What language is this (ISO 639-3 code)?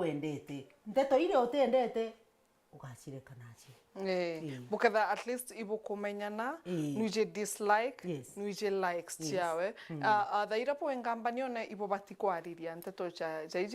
mer